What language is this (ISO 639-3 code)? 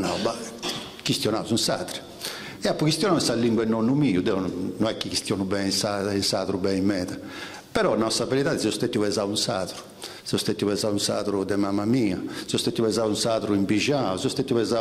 srd